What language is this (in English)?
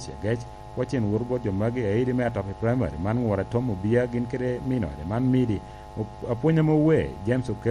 Lango (Uganda)